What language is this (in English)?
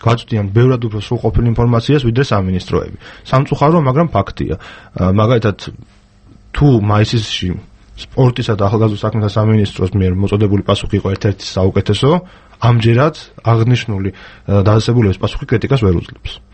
Georgian